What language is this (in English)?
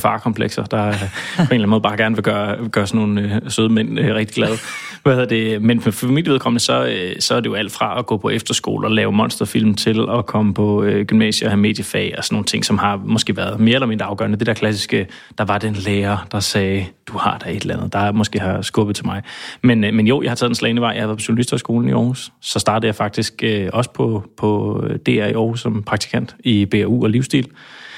Danish